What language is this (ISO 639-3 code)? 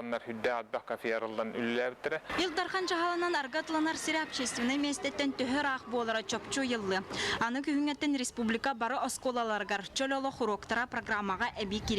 sah